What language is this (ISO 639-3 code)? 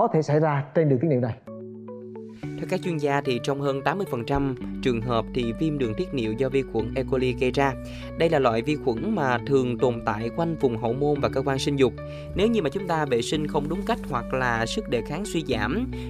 vie